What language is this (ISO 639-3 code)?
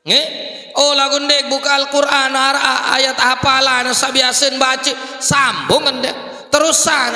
sas